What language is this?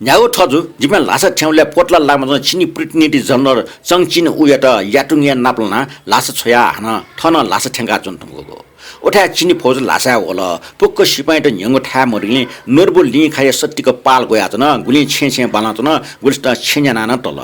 Newari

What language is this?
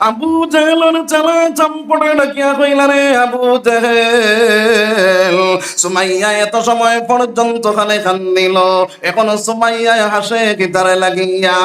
Sylheti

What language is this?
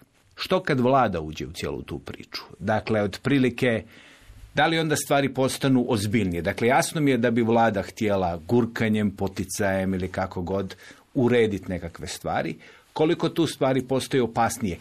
Croatian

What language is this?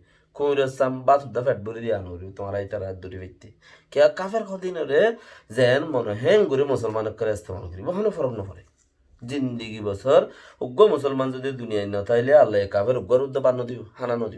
Rohingya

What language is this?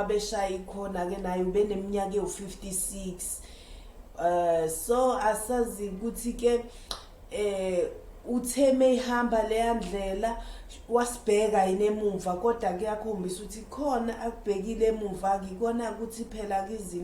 Zulu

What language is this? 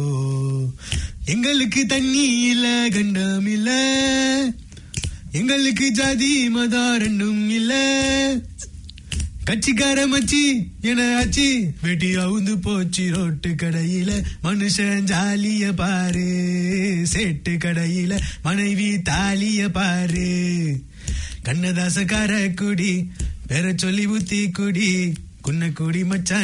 Tamil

